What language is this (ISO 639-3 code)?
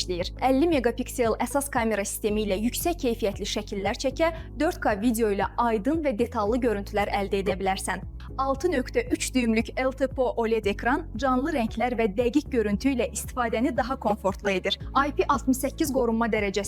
aze